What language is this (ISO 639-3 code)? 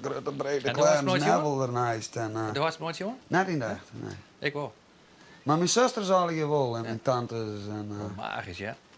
fry